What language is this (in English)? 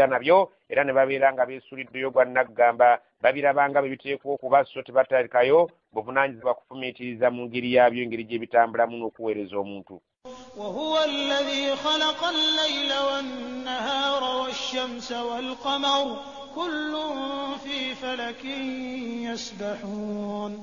Ganda